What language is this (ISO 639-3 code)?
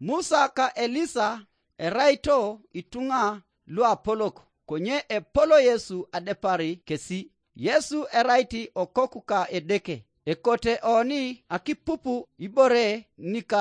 teo